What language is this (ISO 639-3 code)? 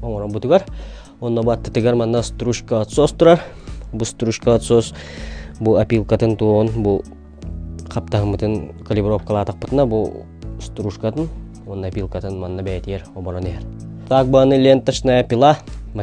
sah